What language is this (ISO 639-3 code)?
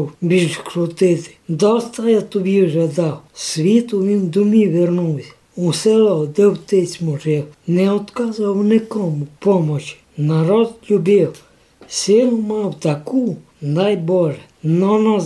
rue